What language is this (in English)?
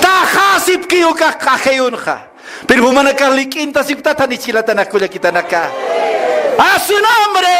Aymara